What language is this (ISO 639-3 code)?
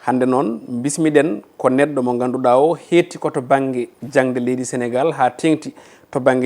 ful